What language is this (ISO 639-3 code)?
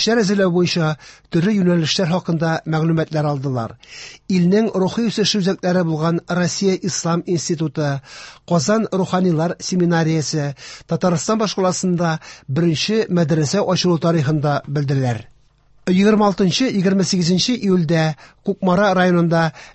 tat